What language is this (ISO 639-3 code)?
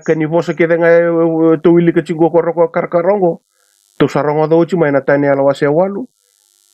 fij